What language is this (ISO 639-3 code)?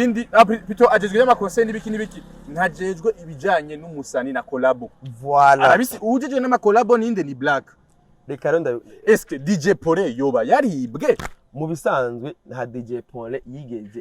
run